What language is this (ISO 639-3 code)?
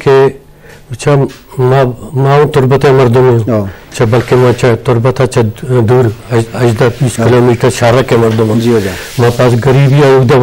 bgp